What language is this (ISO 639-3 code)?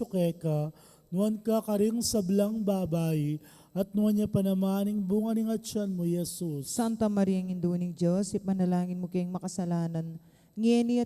pam